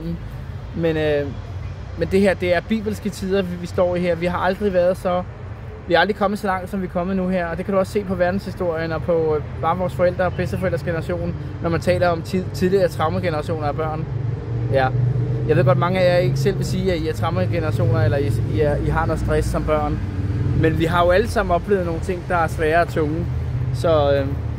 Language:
Danish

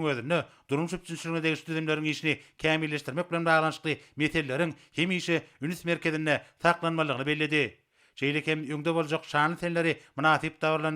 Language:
Turkmen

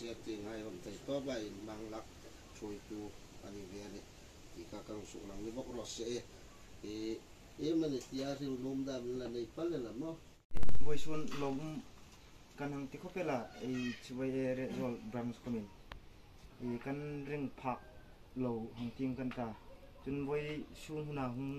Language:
Hmar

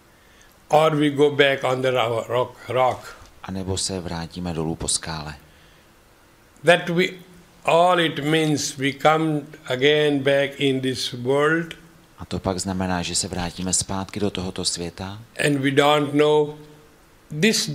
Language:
Czech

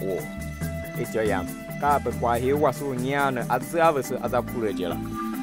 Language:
Tiv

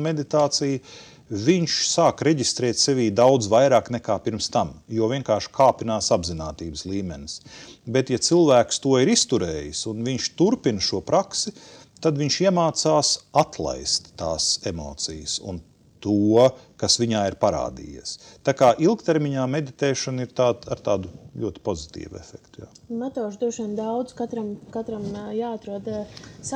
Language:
Latvian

